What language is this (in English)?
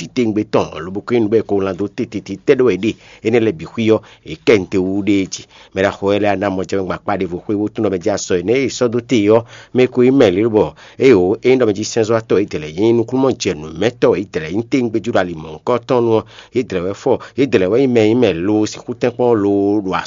Fon